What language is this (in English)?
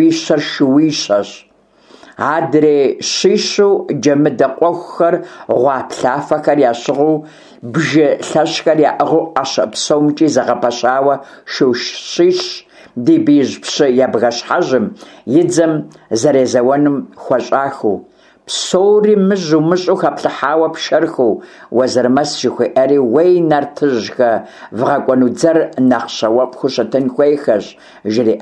Kabardian